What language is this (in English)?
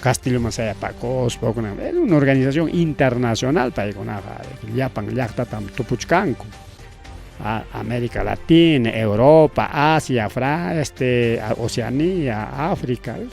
Ayacucho Quechua